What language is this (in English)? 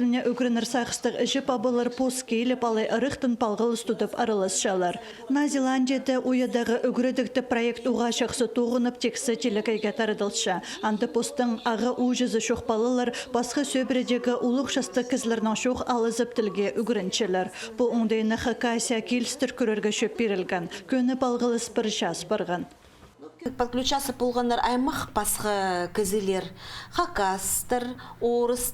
Khakas